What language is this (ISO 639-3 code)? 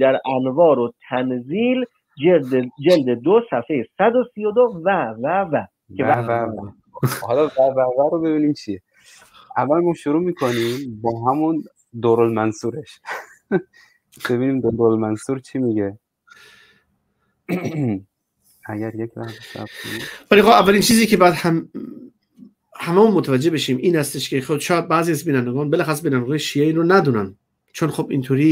fas